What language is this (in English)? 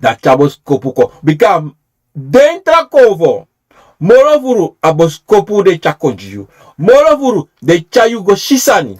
Sranan Tongo